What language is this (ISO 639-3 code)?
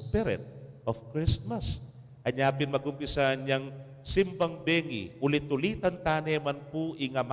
pam